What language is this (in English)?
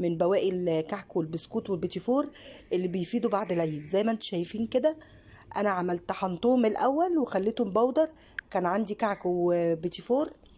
Egyptian Arabic